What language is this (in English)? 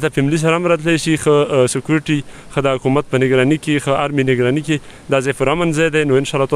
Pashto